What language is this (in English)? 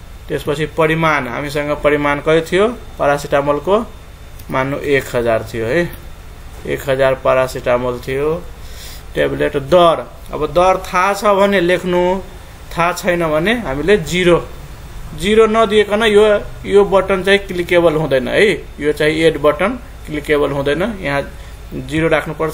Nepali